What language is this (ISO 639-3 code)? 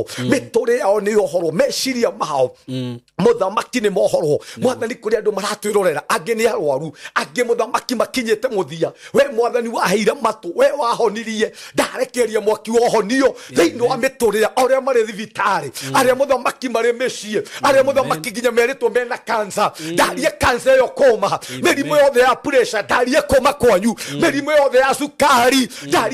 kik